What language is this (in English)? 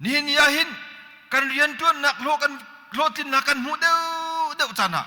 Hakha Chin